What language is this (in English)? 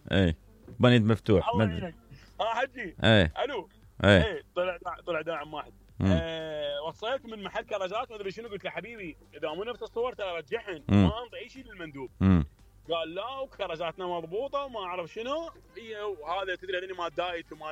Mesopotamian Arabic